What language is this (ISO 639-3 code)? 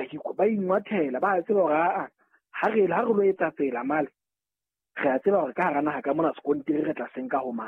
sot